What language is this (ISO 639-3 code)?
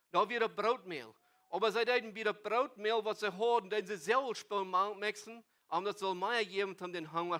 pdt